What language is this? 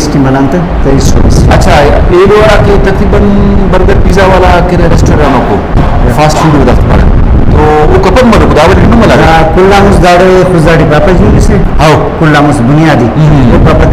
Brahui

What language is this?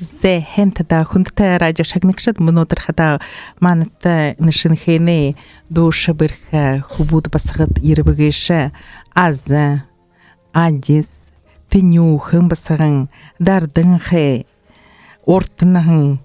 Buriat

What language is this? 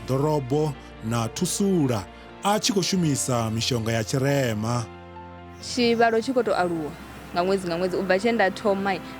Venda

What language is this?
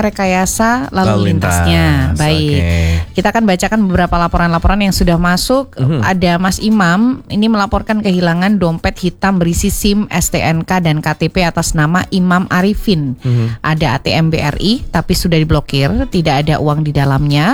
Indonesian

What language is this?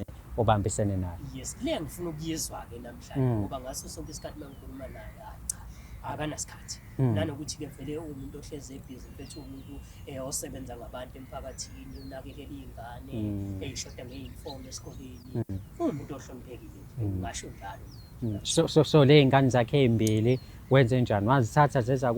Zulu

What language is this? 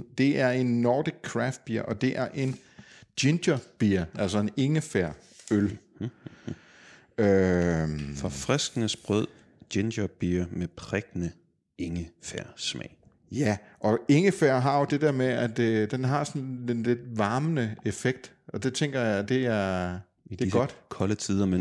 Danish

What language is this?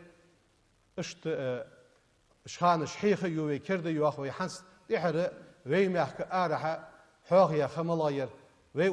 Ingush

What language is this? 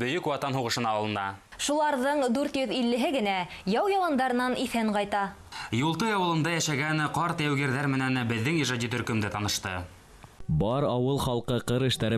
Bashkir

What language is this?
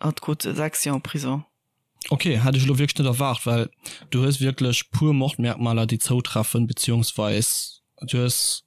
Luxembourgish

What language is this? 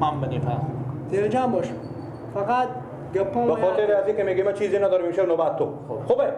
Persian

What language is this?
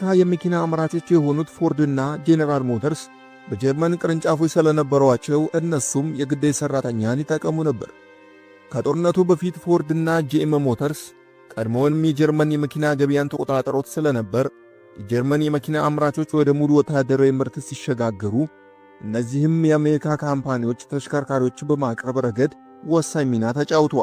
Amharic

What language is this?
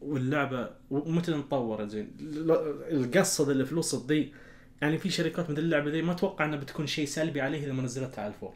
Najdi Arabic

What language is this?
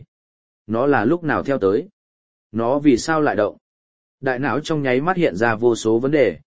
Vietnamese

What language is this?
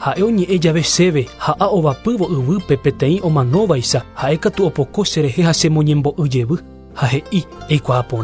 Guarani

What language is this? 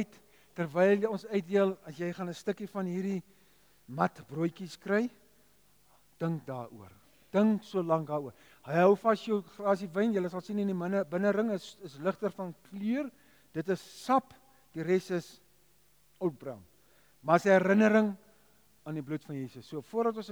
Afrikaans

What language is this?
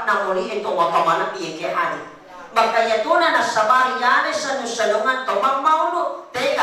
Buginese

